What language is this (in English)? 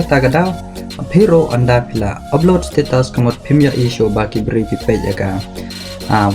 Khasi